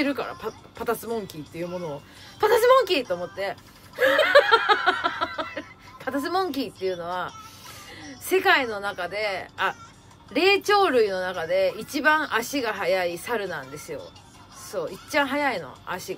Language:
Japanese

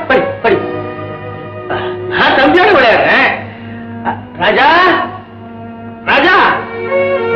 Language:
Tamil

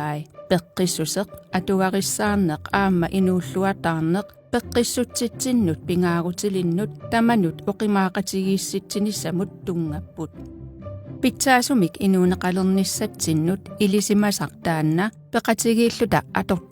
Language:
Kalaallisut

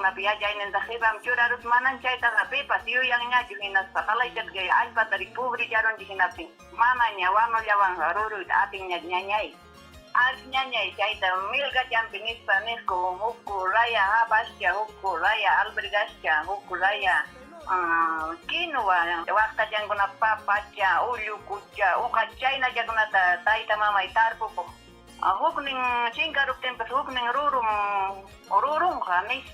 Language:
Ayacucho Quechua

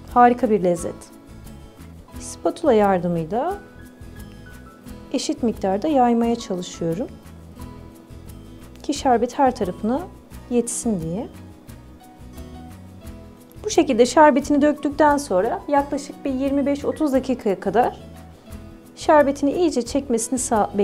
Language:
Turkish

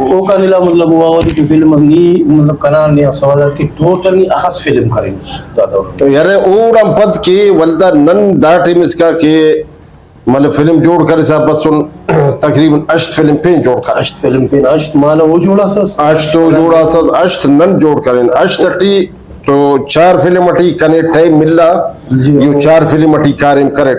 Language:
Brahui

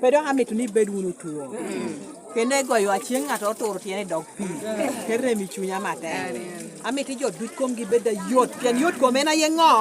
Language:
Lango (Uganda)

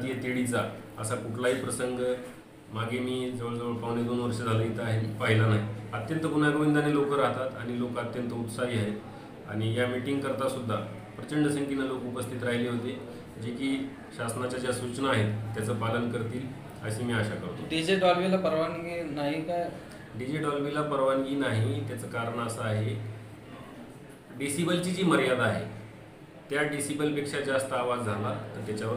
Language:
Marathi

